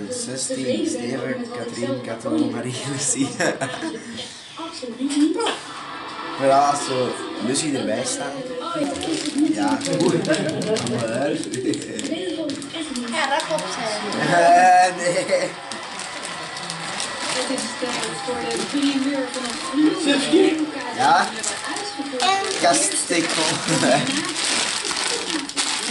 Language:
Dutch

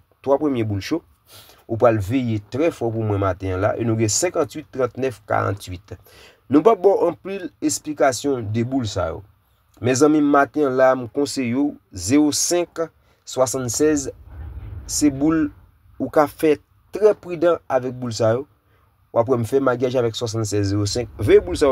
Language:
Haitian Creole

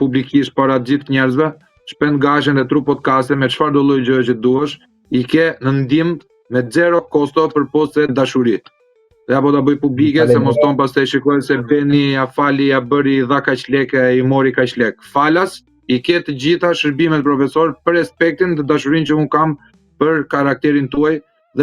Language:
Albanian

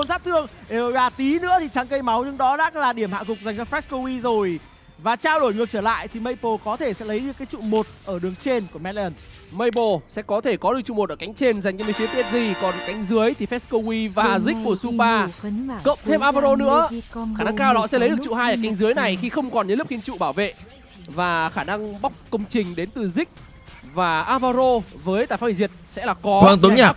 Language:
Vietnamese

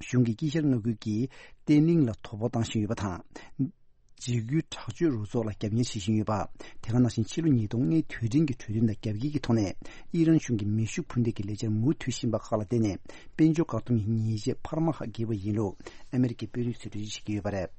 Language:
Tibetan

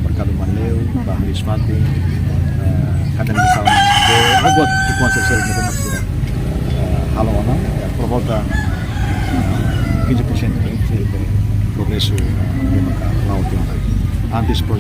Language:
Tetum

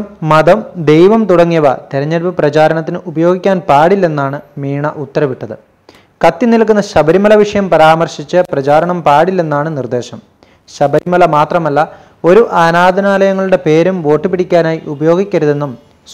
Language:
Malayalam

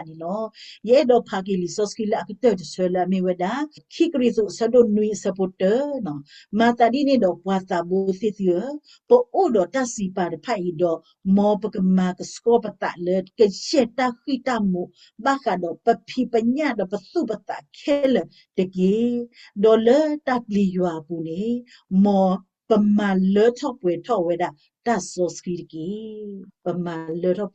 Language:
S'gaw Karen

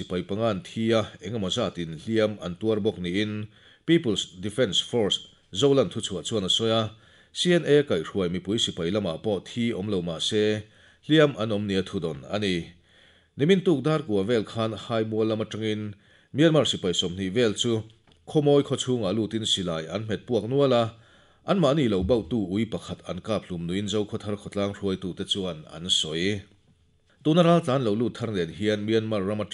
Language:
Mizo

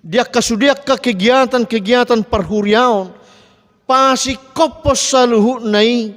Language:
Batak Toba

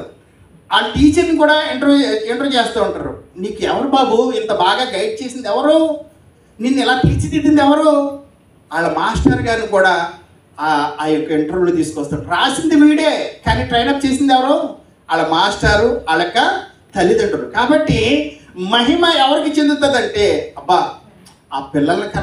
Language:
Telugu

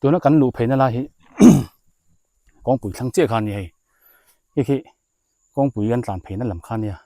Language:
Biete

